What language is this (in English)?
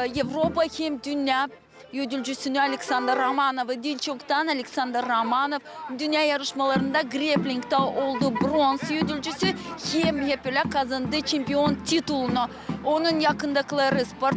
Gagauz